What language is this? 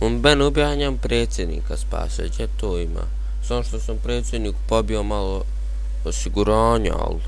Bosnian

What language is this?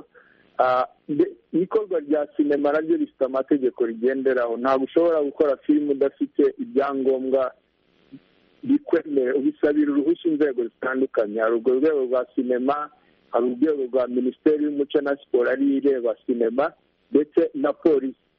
Kinyarwanda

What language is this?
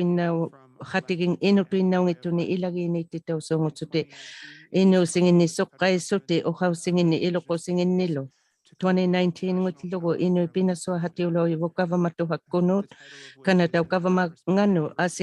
Inuktitut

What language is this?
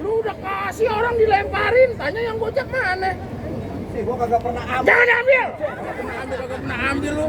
Betawi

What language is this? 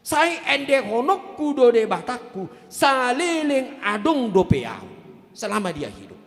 Batak Toba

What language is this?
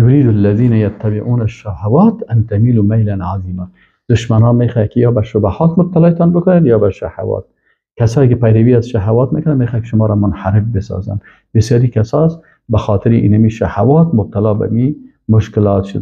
Persian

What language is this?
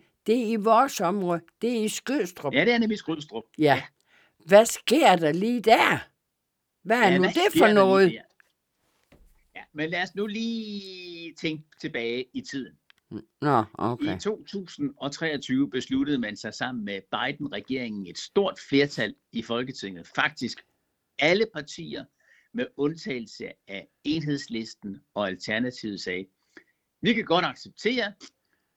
Danish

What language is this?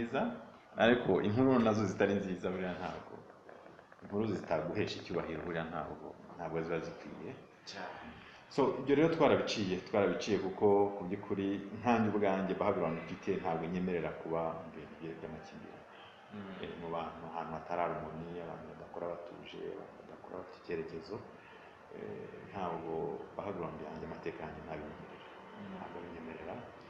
Kinyarwanda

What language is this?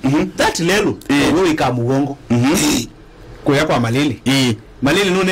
Kamba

